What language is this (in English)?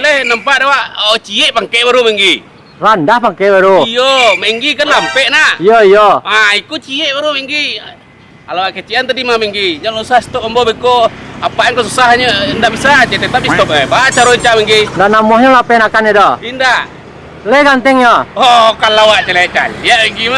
Minangkabau